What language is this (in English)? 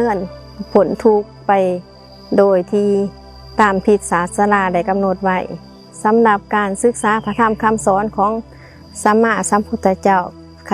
Lao